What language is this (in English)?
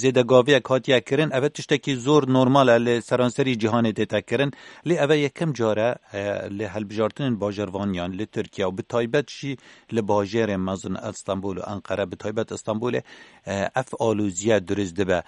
Kurdish